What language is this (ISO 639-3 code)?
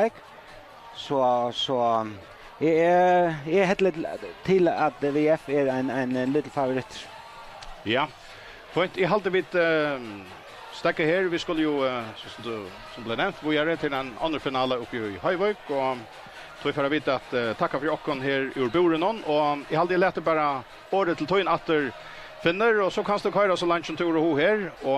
fao